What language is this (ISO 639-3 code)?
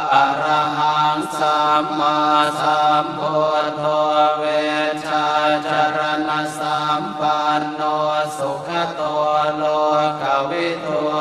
pli